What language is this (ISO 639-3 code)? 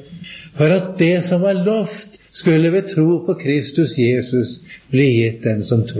nor